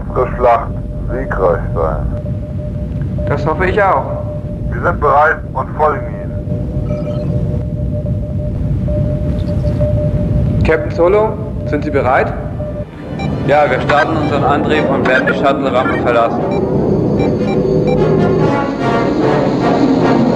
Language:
German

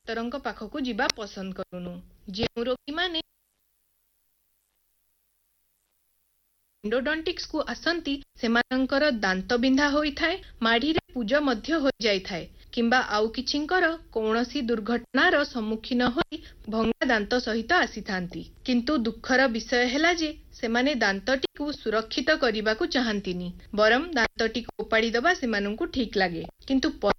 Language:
Odia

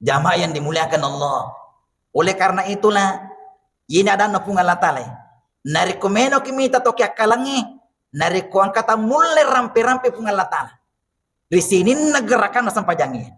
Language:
Buginese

